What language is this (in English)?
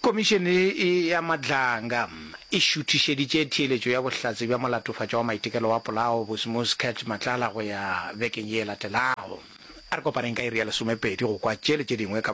Northern Sotho